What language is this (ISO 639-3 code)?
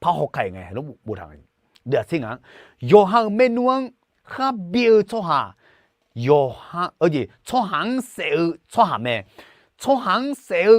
ahk